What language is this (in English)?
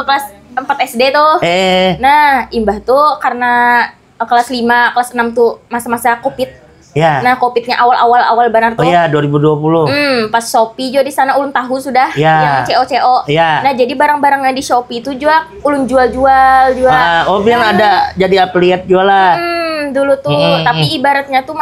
Banjar